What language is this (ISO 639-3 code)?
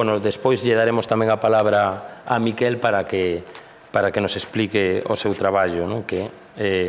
glg